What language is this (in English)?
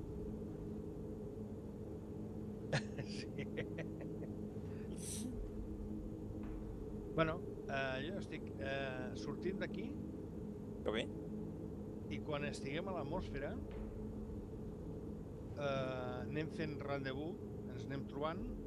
Catalan